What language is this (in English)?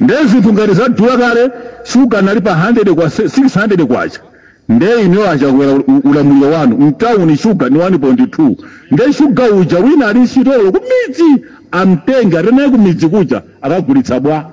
Nyanja